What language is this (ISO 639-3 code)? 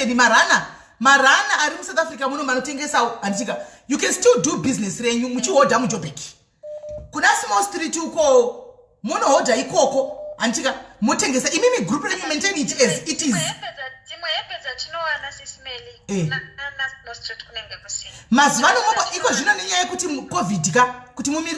sna